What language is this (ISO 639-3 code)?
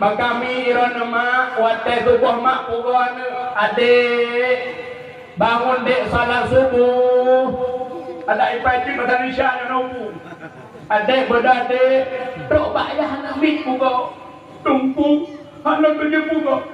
ace